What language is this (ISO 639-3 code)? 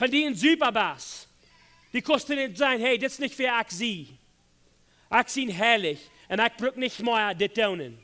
pdt